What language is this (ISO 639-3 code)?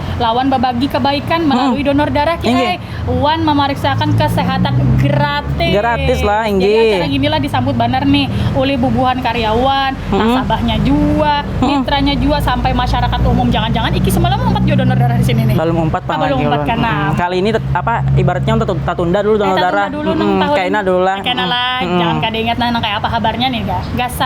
bjn